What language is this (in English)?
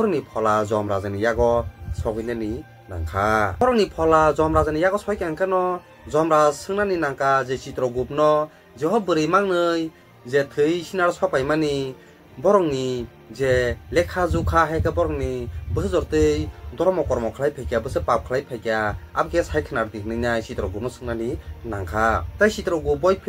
Kok Borok